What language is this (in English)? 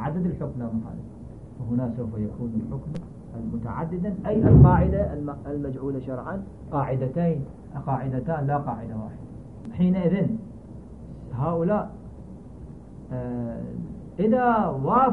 Arabic